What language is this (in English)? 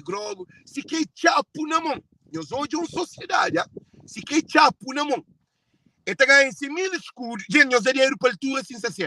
Kabuverdianu